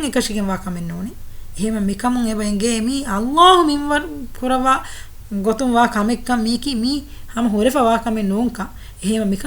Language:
Divehi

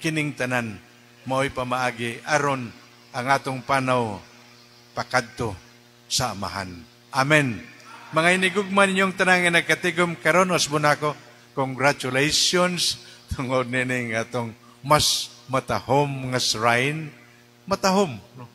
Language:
Cebuano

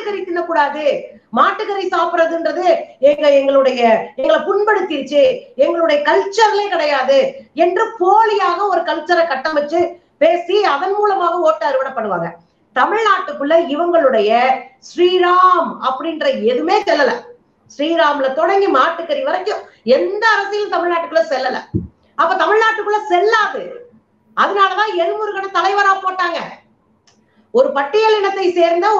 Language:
Tamil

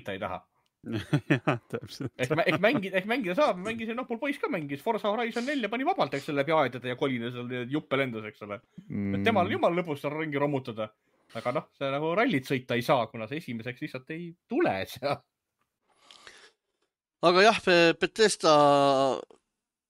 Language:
Estonian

